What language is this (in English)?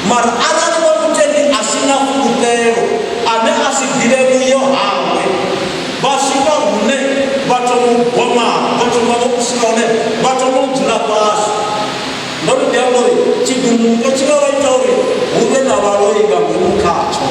Venda